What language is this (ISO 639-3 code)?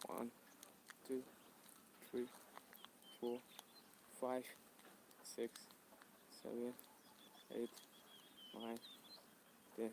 mni